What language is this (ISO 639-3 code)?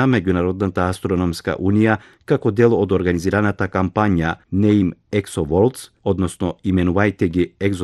mkd